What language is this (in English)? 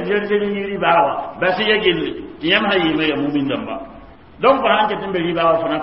Mossi